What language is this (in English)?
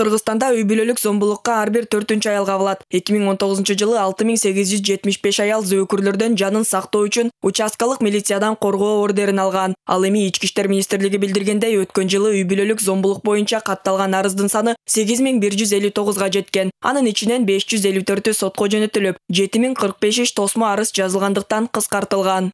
Kyrgyz